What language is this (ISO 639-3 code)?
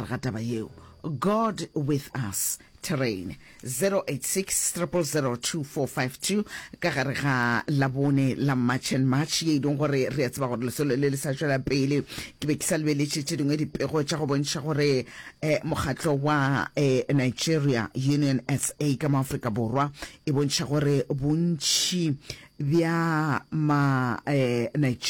nso